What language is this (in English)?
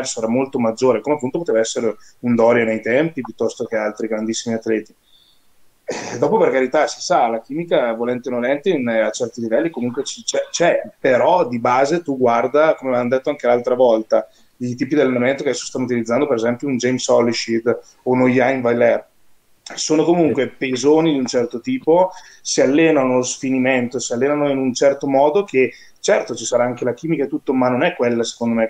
Italian